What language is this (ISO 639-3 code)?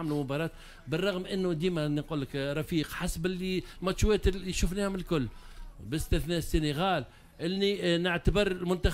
aeb